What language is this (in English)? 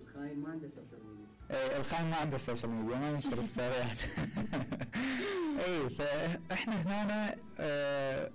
Mesopotamian Arabic